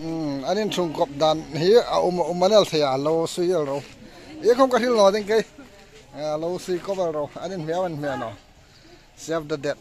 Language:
Hmar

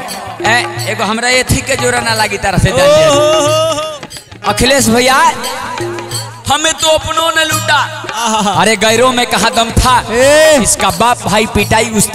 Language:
Bhojpuri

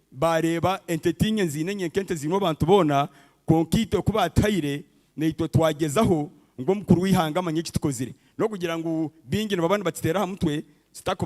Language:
Nyankole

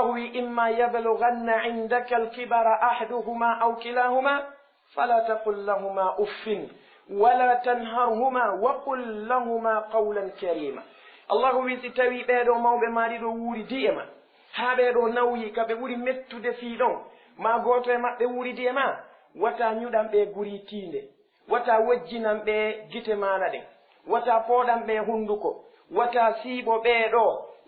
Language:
Fula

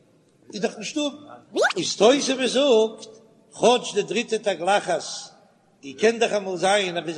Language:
Yiddish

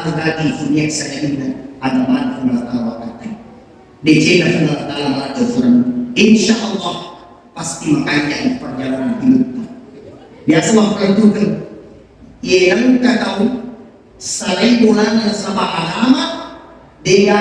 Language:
Buginese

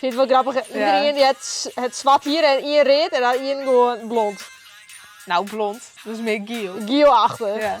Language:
Western Frisian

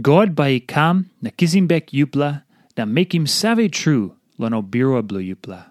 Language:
Tok Pisin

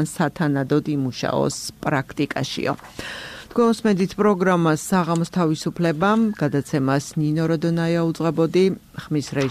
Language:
Georgian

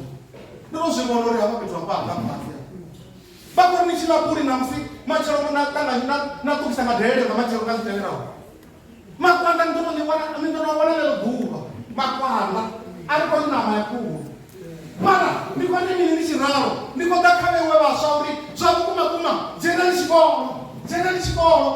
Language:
Venda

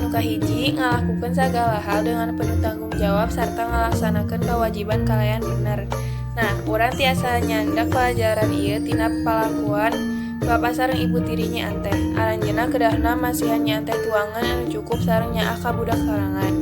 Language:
Sundanese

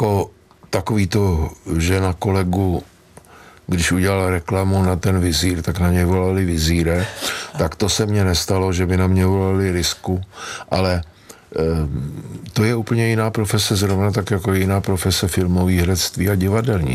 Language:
Czech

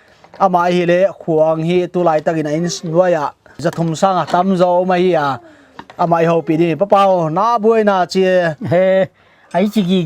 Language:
Paite Chin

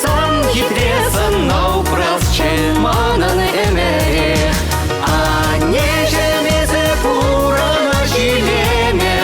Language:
Chuvash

